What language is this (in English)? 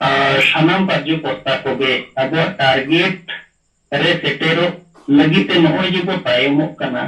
Santali